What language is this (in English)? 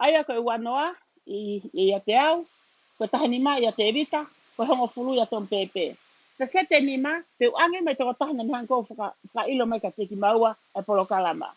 Tongan